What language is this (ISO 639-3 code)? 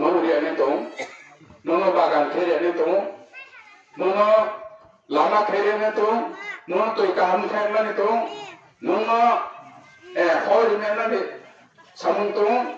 ria